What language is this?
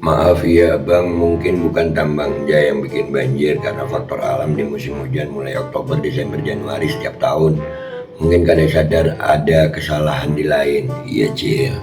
Banjar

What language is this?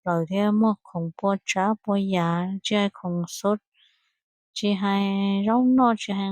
Hmong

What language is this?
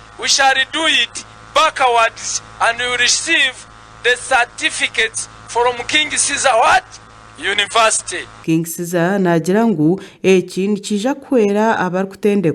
Nyankole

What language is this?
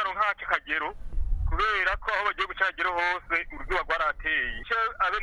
Kinyarwanda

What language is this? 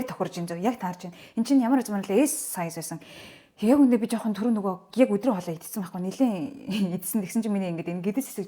Mongolian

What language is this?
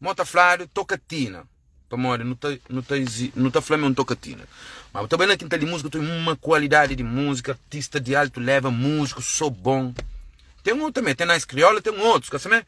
Kabuverdianu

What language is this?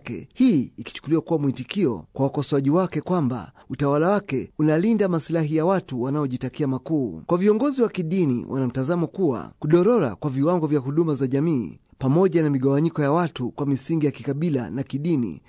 Swahili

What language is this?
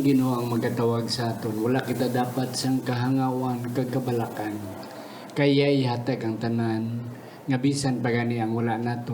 Hiligaynon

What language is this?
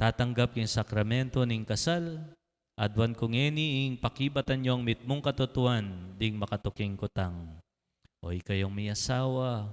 Pampanga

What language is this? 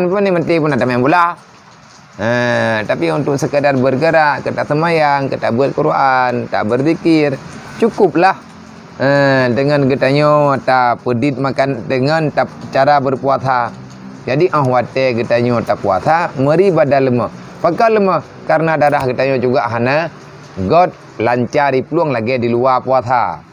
Achinese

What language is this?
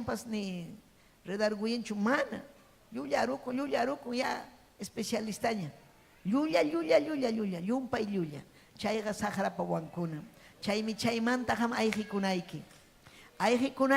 Ayacucho Quechua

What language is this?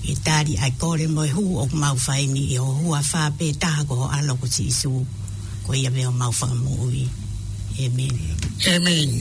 Tongan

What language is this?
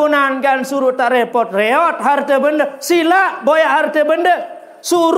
Sasak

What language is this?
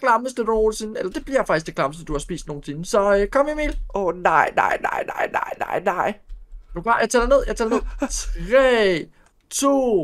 Danish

